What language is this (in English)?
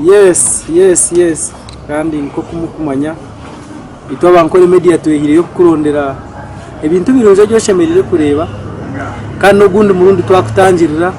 Nyankole